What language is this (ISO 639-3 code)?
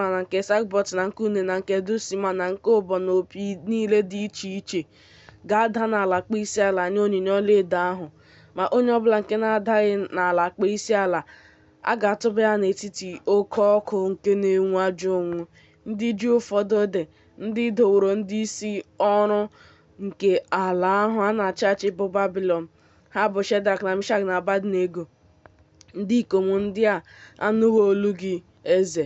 ibo